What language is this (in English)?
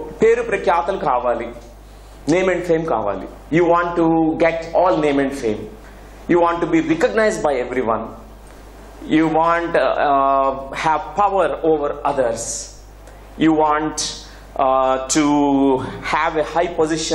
Telugu